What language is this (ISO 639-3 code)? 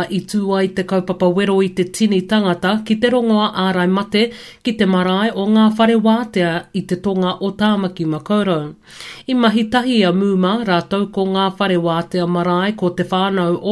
mri